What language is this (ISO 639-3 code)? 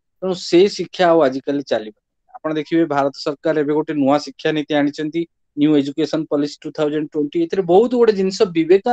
ori